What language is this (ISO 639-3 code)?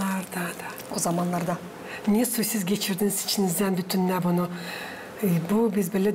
gag